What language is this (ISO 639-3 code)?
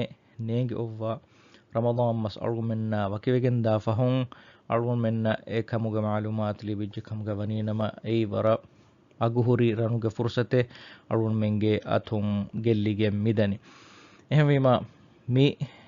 div